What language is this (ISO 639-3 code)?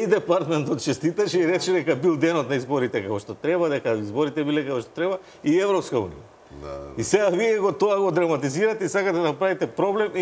mkd